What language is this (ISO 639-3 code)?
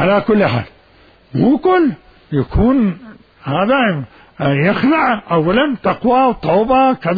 acm